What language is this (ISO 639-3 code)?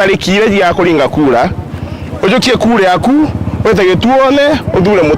mer